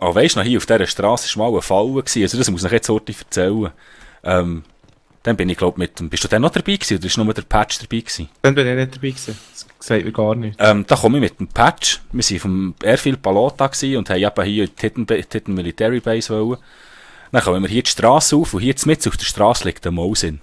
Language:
Swiss German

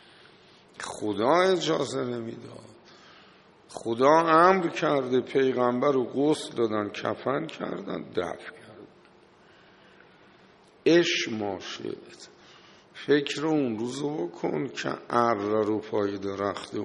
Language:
Persian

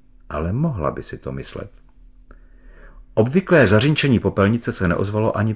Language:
Czech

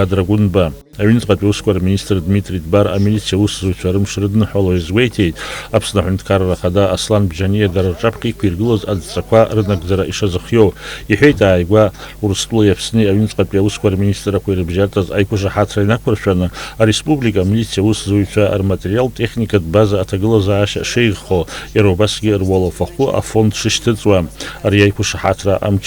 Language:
Abkhazian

